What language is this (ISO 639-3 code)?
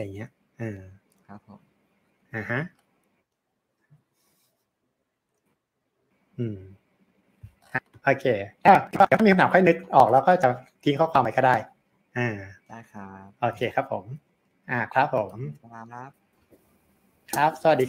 tha